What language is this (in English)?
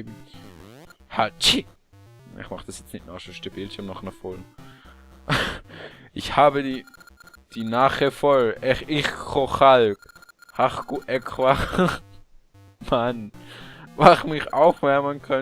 Swiss German